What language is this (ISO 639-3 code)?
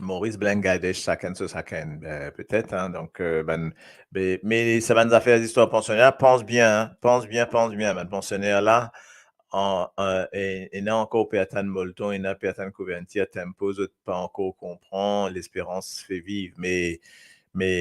mfe